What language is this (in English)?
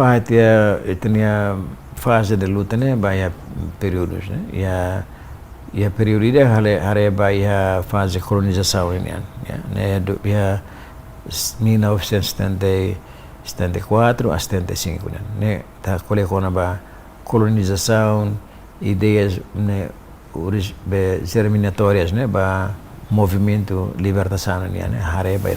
Tetum